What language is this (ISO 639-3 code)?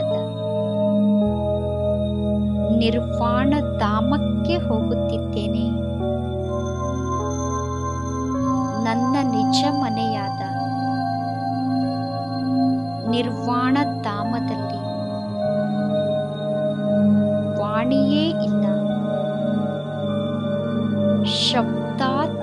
kan